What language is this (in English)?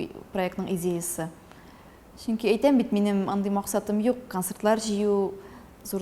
Tatar